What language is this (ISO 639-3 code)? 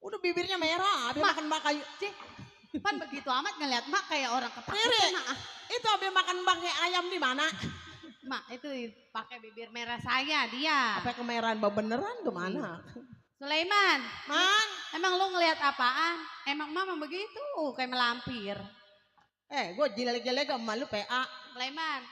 bew